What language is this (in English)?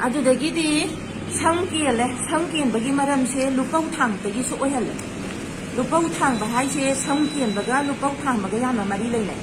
Manipuri